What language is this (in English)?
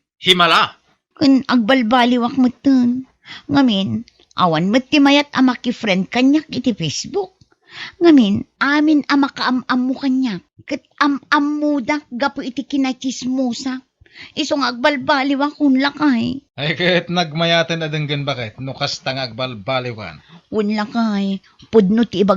Iloko